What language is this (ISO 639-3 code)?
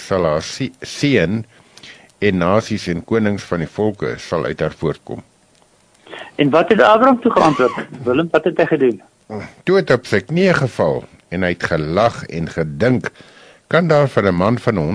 afr